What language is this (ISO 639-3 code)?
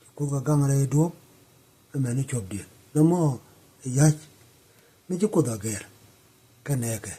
nus